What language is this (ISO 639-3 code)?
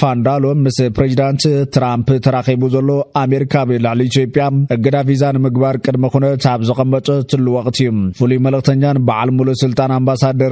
tir